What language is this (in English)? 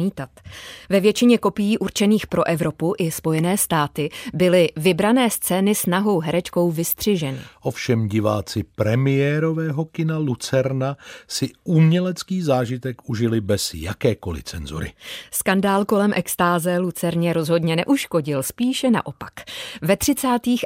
Czech